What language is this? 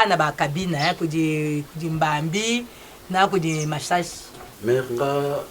Lingala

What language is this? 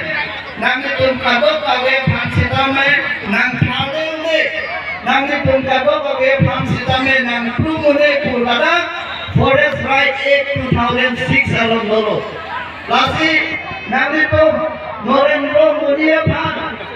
Karbi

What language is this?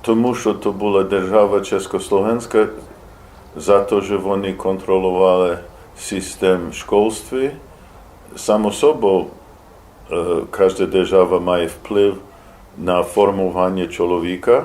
Rusyn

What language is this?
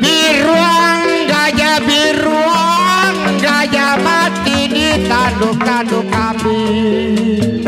Betawi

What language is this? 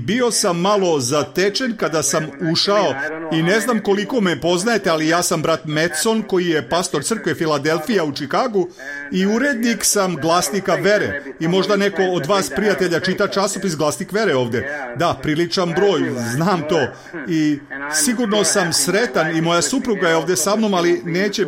Serbian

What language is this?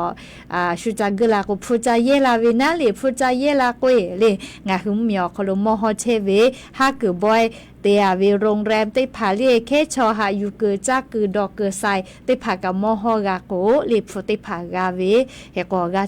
Lahu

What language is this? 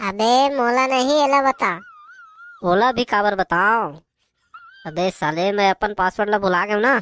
Chhattisgarhi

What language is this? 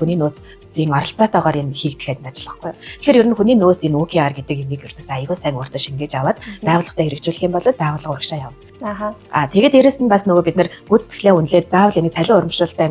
Mongolian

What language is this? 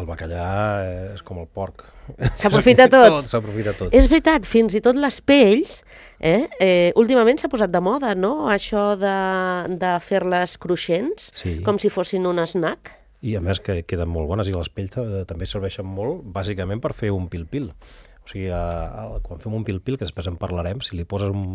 Catalan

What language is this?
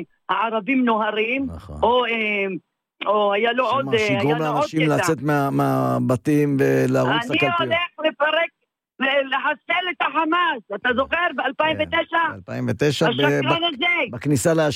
Hebrew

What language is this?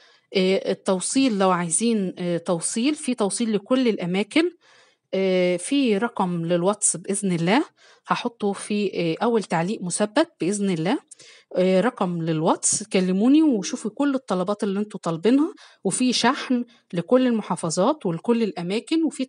Egyptian Arabic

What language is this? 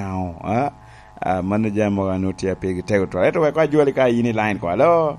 Lango (Uganda)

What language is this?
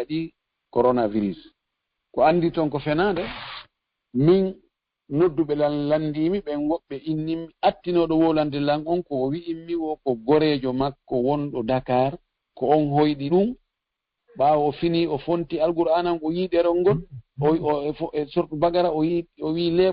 Fula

